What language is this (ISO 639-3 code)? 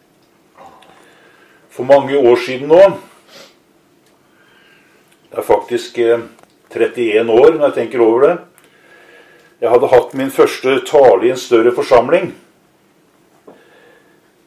nor